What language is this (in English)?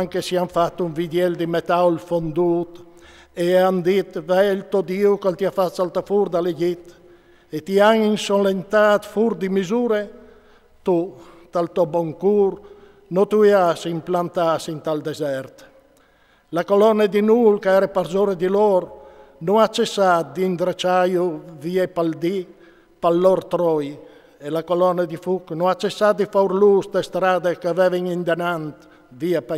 Friulian